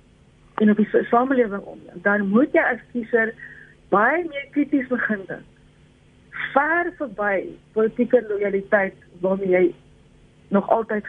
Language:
Afrikaans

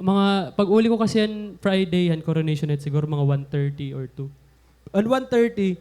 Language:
Waray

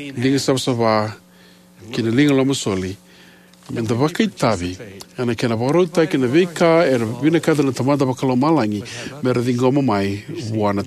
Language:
Fijian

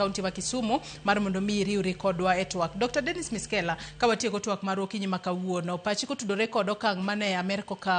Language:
Luo (Kenya and Tanzania)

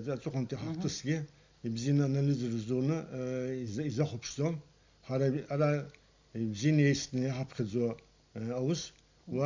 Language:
Abkhazian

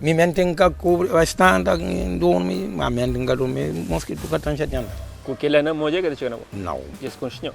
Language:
Kabuverdianu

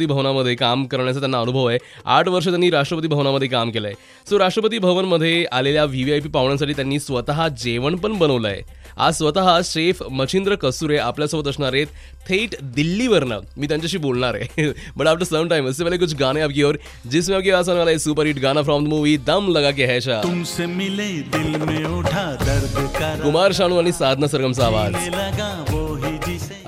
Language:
Marathi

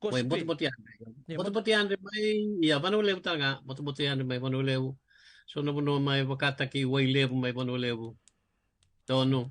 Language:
Fijian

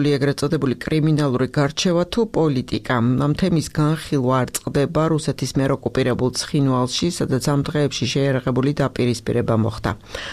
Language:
Georgian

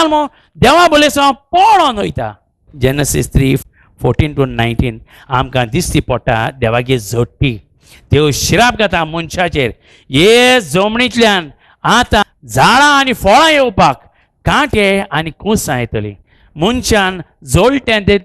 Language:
Konkani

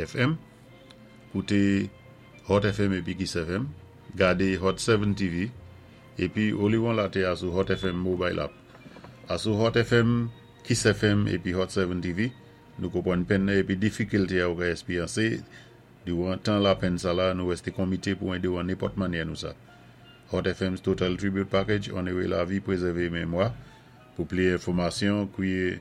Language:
Saint Lucian Creole French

